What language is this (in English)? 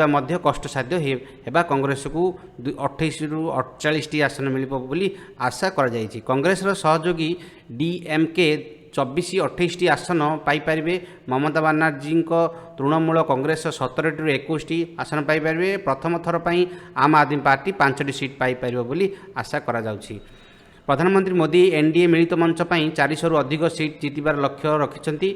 Odia